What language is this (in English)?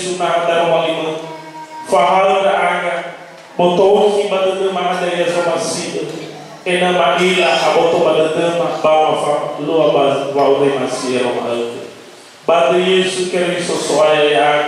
Nias